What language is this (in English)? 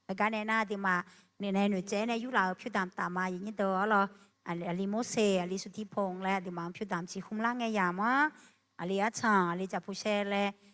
Akha